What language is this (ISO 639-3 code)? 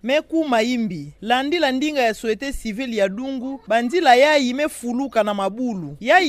ktu